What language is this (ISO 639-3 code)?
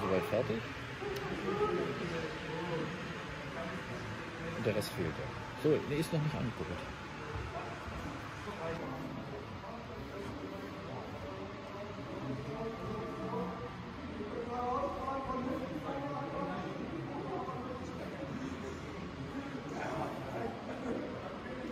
deu